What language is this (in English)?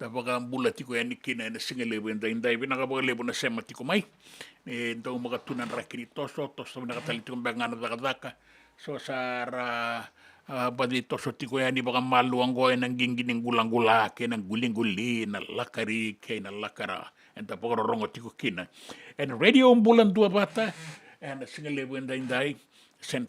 Fijian